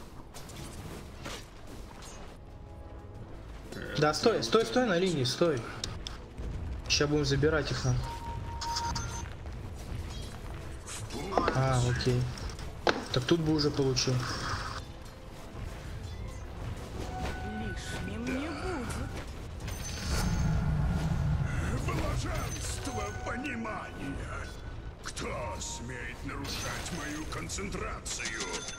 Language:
Russian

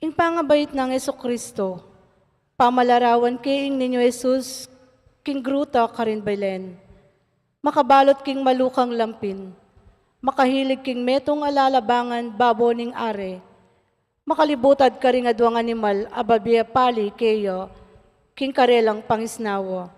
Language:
Pampanga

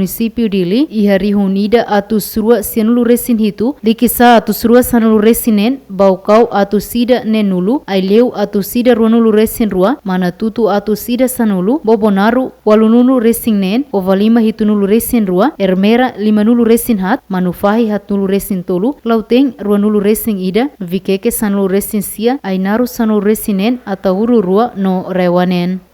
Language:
Tetum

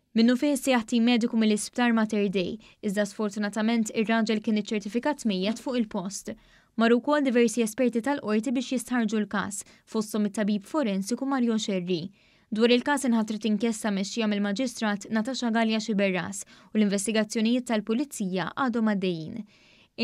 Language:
Maltese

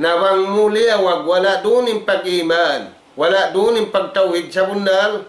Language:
Tausug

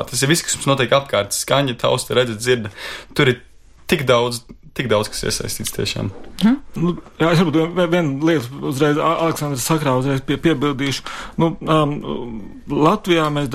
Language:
Latvian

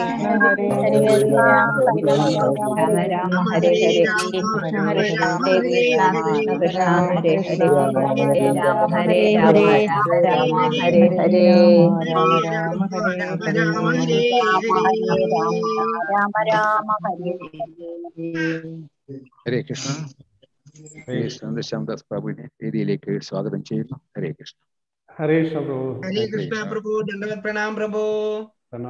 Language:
Malayalam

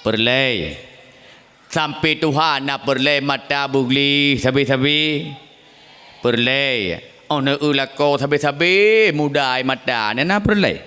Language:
Achinese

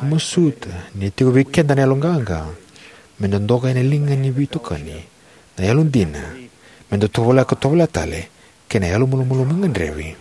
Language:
Fijian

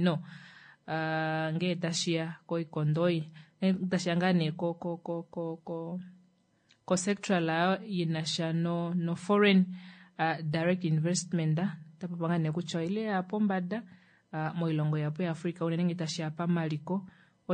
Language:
Kuanyama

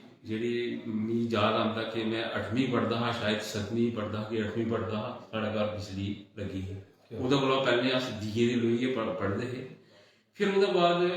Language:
Dogri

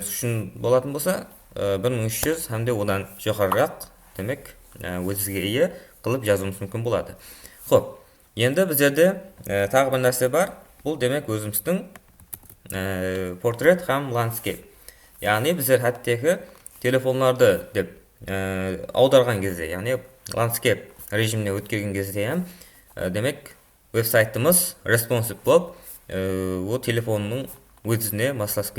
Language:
Kara-Kalpak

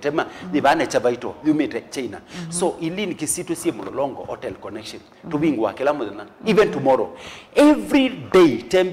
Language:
Kamba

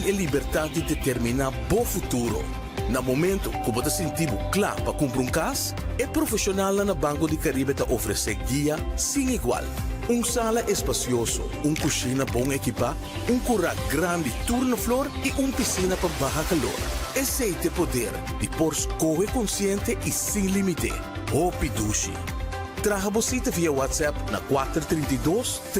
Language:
Papiamento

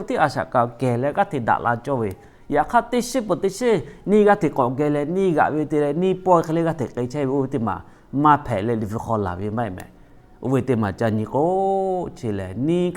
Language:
Lahu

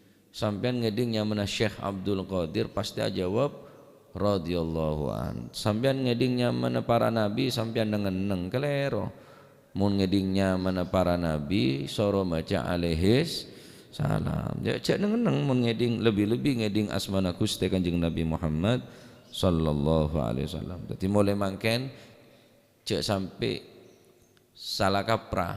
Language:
Madurese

